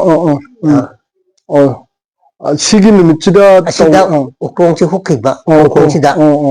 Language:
Manipuri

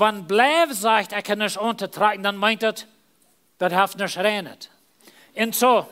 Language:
Plautdietsch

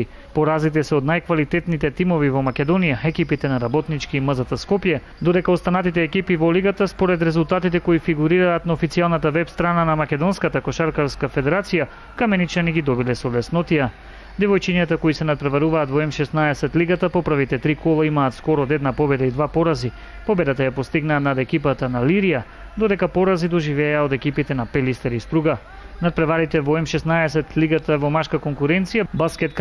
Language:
Macedonian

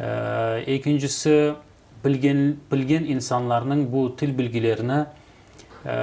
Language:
Crimean Tatar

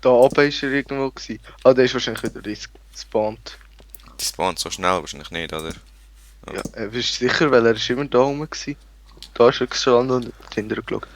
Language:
Swiss German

